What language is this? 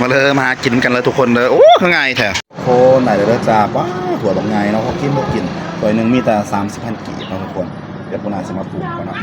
Northeastern Thai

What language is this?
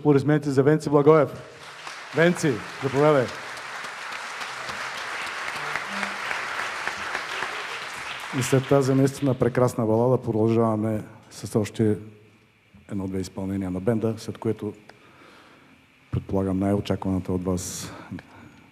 Bulgarian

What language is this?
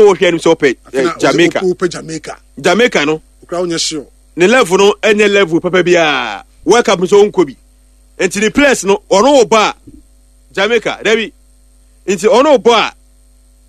Akan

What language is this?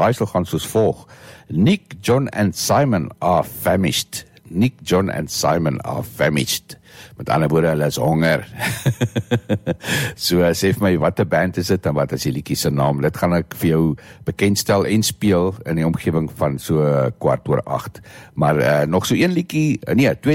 Afrikaans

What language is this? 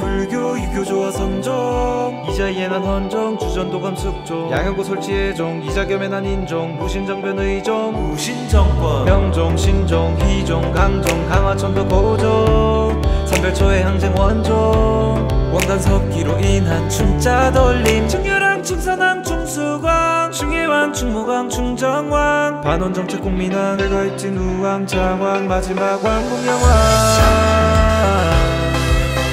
Korean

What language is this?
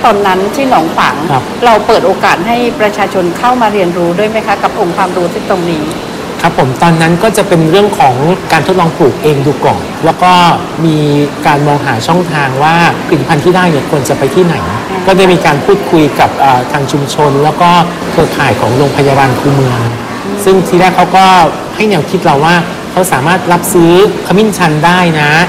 Thai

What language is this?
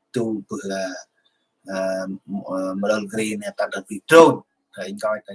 Central Mnong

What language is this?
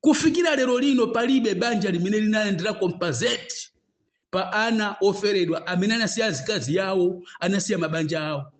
Nyanja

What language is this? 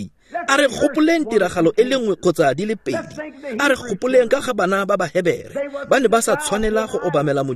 Tswana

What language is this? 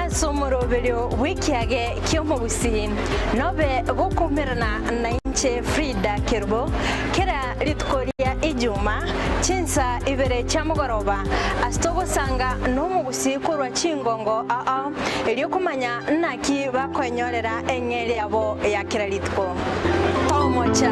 Gusii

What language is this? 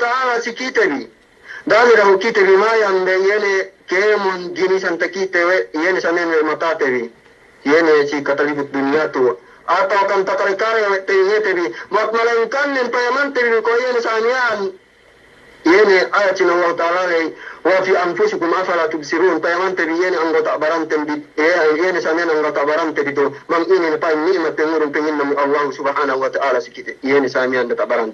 Yakan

